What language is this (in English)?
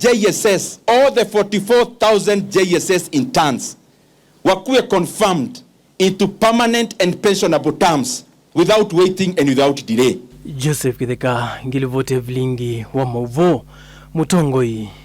Kamba